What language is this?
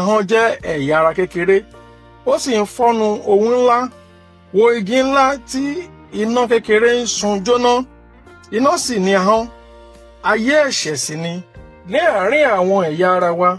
Yoruba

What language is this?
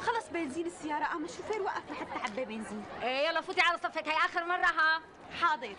North Levantine Arabic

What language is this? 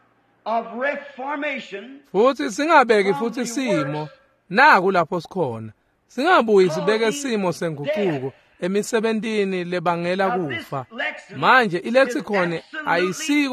Swati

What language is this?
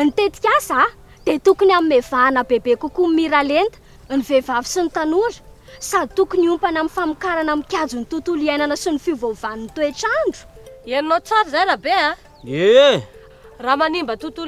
Malagasy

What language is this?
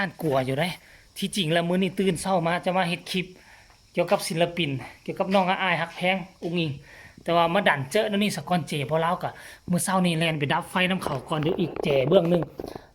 Northeastern Thai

